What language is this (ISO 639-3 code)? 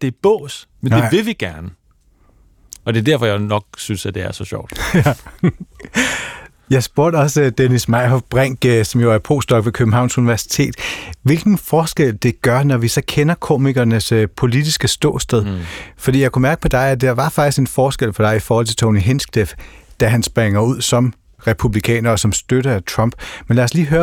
dan